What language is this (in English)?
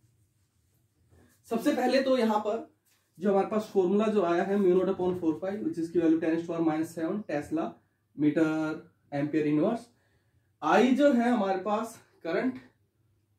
Hindi